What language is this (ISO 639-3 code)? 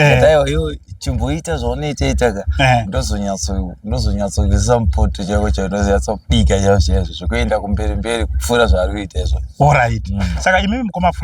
sna